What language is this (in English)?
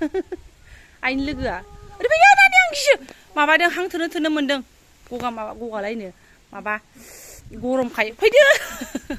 Bodo